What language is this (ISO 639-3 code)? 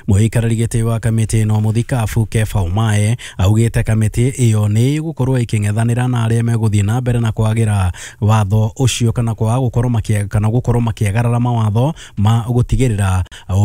kik